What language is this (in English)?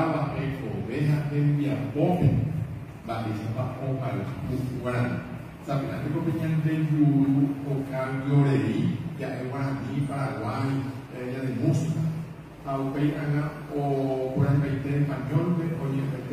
Guarani